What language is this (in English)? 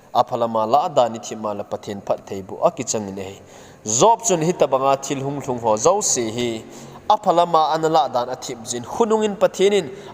Thado Chin